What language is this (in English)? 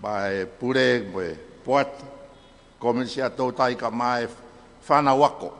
Tongan